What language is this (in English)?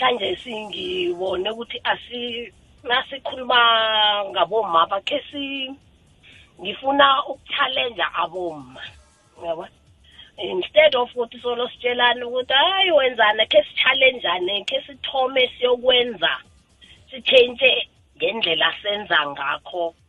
South Ndebele